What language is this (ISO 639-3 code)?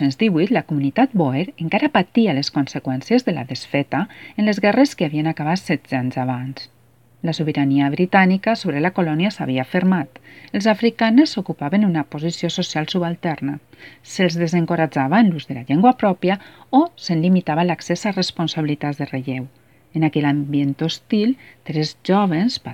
cat